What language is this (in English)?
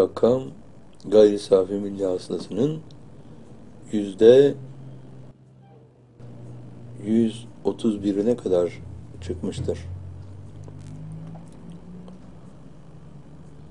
Turkish